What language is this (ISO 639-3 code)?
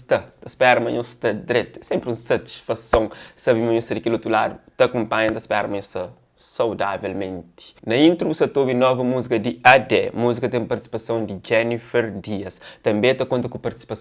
kea